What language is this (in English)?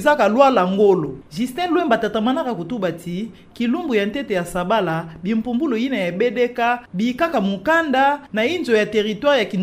Kituba (Democratic Republic of Congo)